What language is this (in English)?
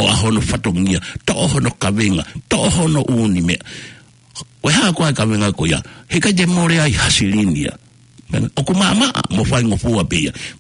Tongan